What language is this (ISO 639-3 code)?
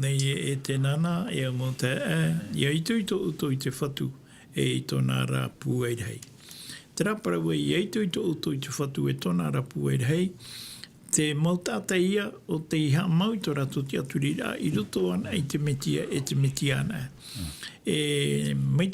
tah